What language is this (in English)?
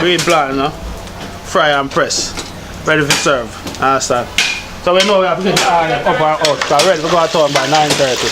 Jamaican Creole English